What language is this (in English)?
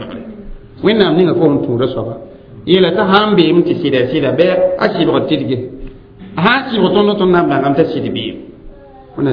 Mossi